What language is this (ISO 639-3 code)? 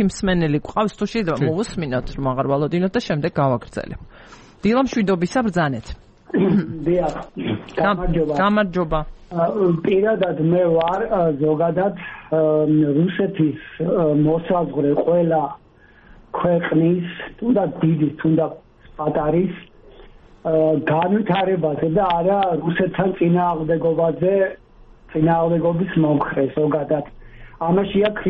kat